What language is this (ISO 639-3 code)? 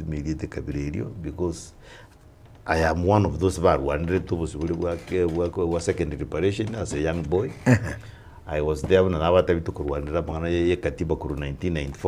guz